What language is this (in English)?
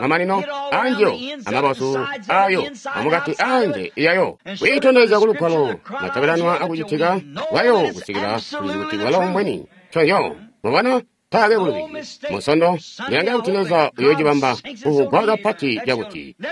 Tonga (Zambia)